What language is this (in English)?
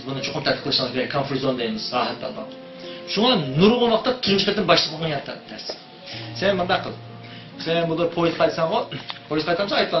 Uyghur